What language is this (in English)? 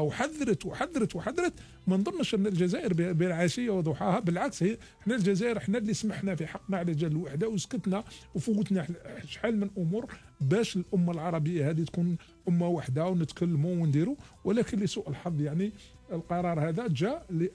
Algerian Arabic